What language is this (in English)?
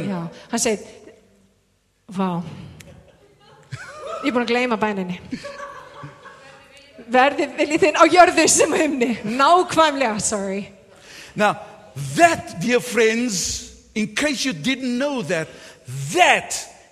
Icelandic